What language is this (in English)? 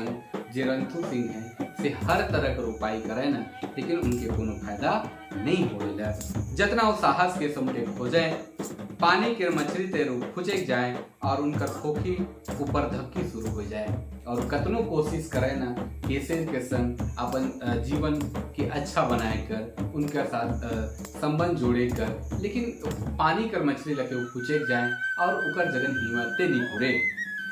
Sadri